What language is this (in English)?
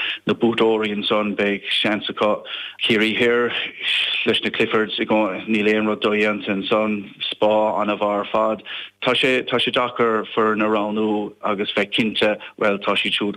Irish